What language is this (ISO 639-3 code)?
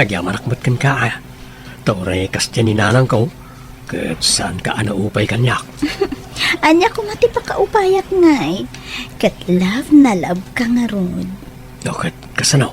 ilo